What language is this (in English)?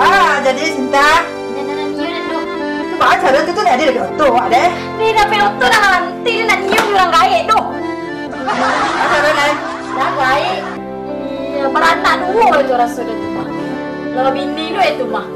Minangkabau